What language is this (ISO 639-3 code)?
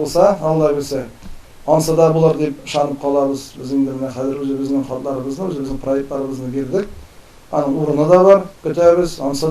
tat